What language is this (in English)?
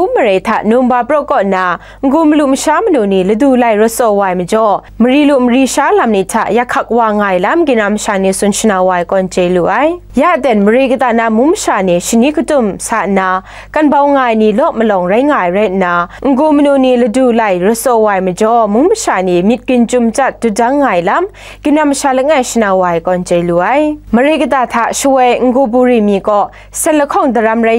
Kachin